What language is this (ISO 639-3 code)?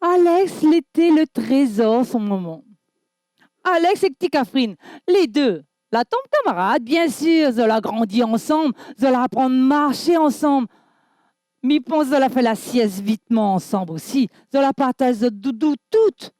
rcf